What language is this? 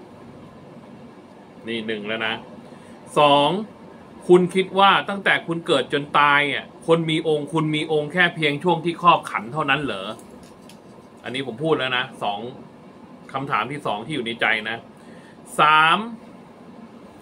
Thai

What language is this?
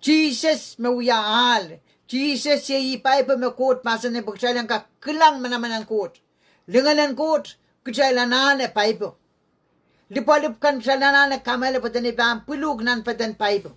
Pohnpeian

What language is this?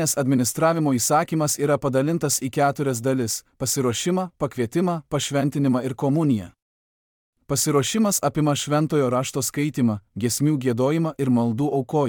Lithuanian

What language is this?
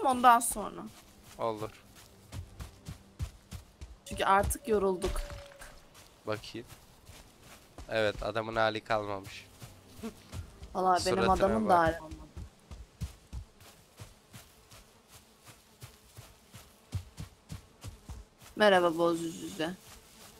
Turkish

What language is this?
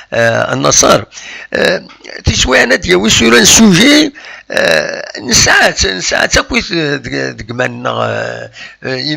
Kabyle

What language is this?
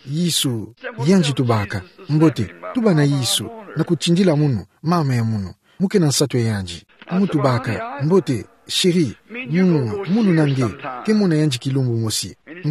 Kituba (Democratic Republic of Congo)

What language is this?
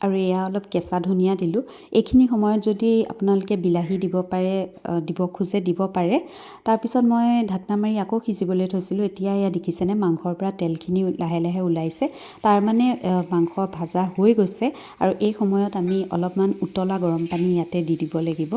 Assamese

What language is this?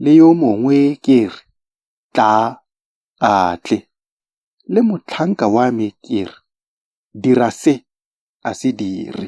Tswana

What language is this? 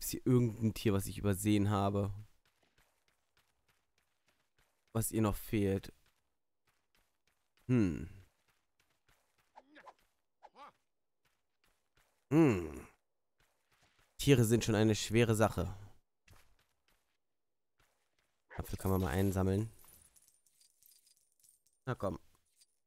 German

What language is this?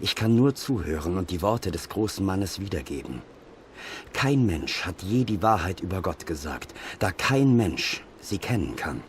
Swiss German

